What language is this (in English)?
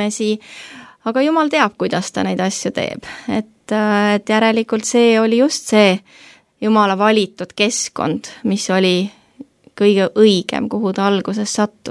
Estonian